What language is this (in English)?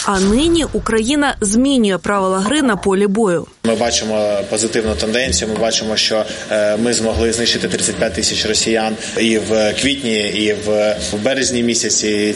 Ukrainian